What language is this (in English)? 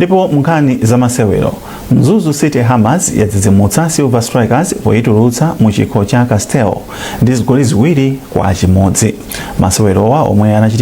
Nyanja